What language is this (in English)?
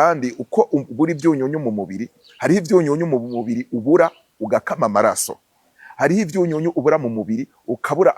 Rundi